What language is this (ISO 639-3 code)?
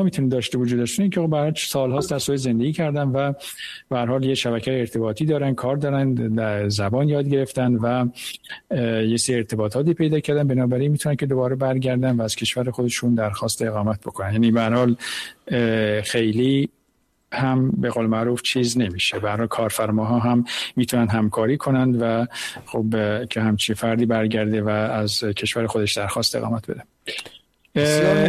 fas